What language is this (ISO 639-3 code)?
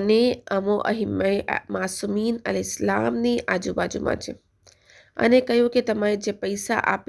guj